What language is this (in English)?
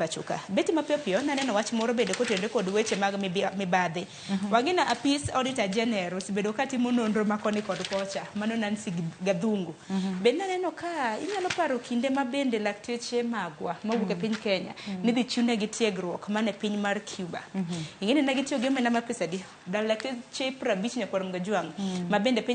Luo (Kenya and Tanzania)